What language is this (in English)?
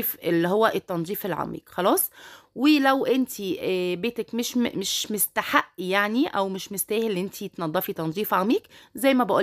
Egyptian Arabic